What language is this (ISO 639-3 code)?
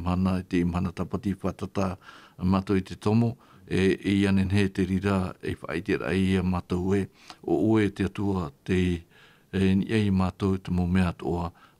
tah